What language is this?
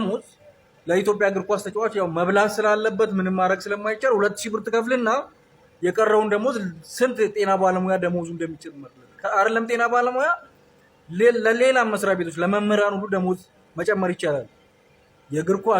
Amharic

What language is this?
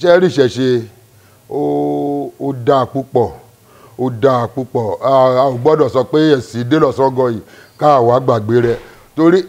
Yoruba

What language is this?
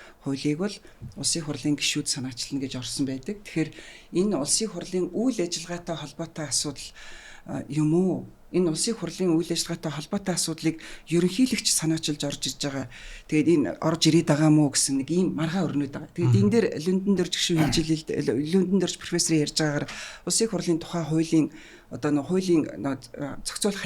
Mongolian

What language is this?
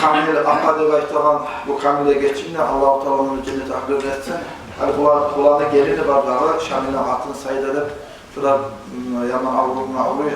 Kumyk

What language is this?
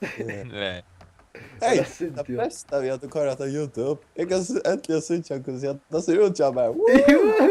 Faroese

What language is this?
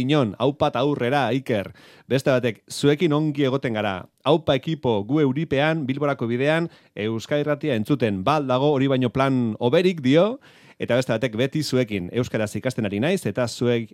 Basque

